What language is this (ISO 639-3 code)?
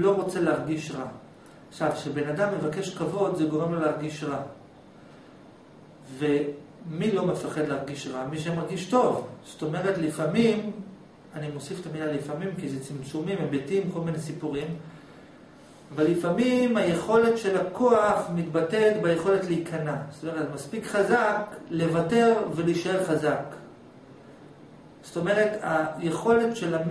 heb